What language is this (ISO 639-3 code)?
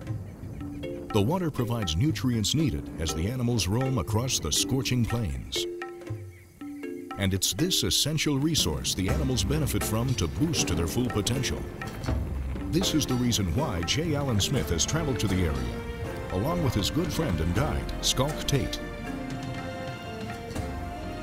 eng